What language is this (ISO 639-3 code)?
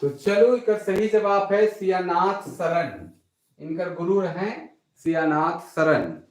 sck